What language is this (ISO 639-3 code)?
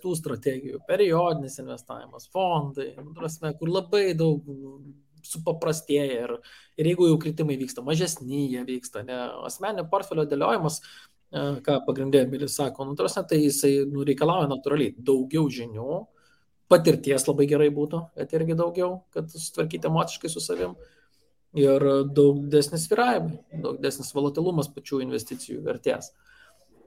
lit